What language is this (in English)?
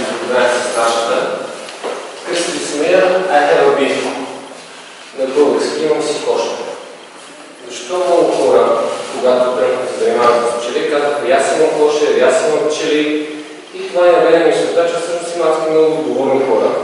Bulgarian